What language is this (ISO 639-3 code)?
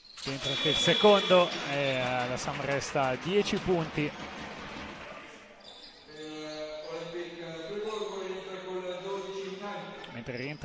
ita